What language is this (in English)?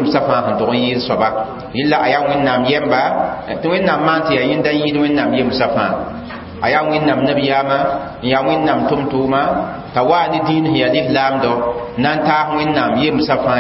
Mossi